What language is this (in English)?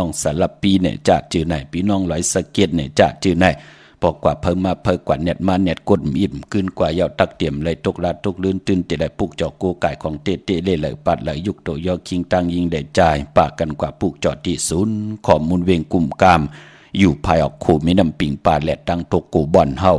Shan